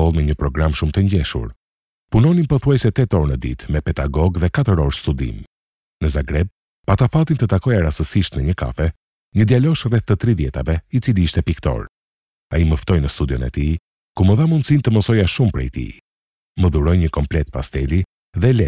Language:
Albanian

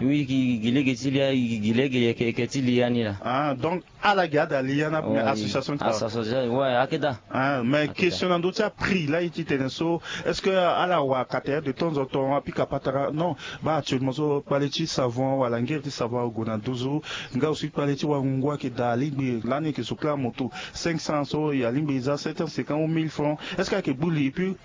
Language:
Sango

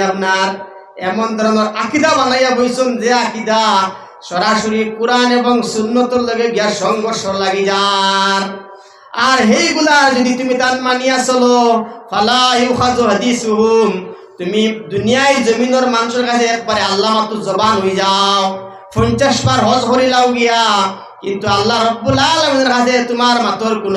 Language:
Sylheti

